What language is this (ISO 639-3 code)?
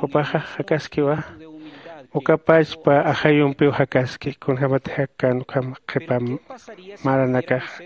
aym